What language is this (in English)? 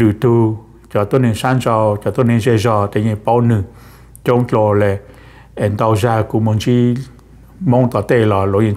Vietnamese